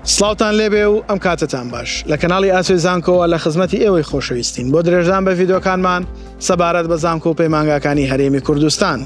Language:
Central Kurdish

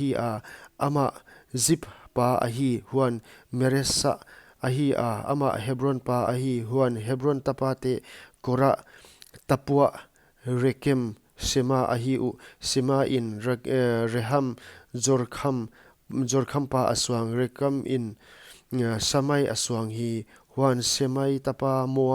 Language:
Paite Chin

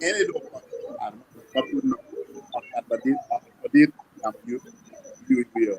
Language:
Acoli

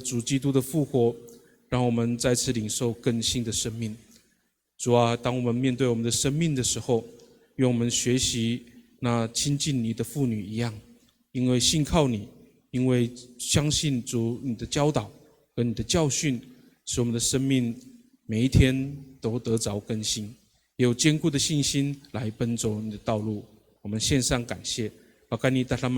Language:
Amis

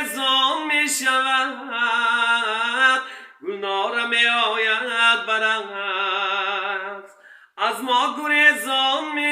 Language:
Tajik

